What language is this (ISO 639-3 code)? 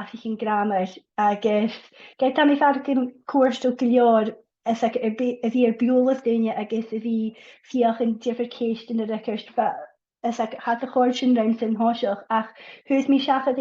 gla